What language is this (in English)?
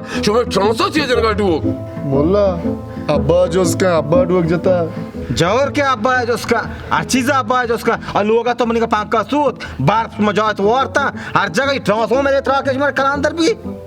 Baluchi